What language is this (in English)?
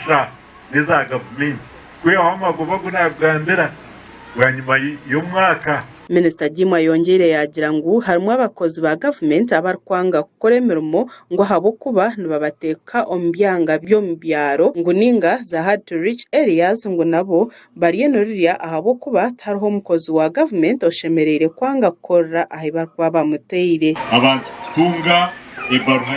Nyankole